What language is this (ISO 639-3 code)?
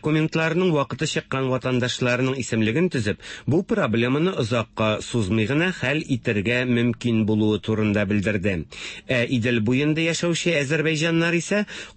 tat